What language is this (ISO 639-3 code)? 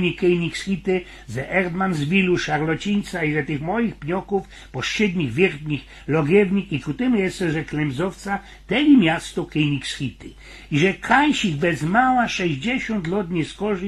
szl